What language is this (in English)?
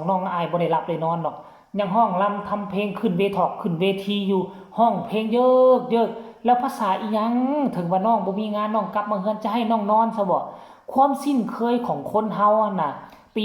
Northeastern Thai